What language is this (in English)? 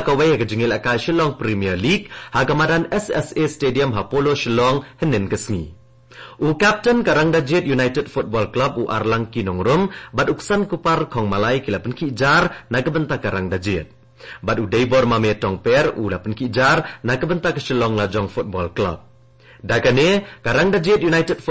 Khasi